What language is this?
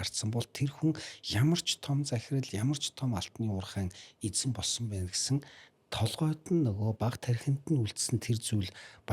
Mongolian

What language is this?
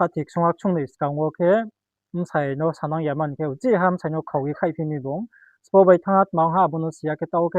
Riang (India)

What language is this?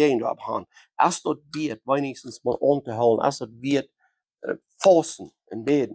Plautdietsch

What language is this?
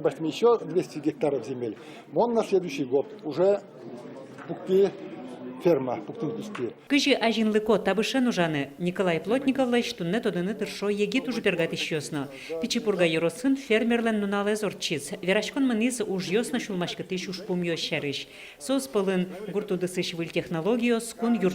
Udmurt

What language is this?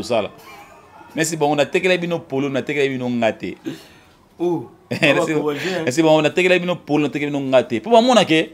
Lingala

